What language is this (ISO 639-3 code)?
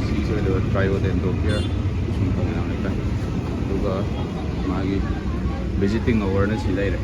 mni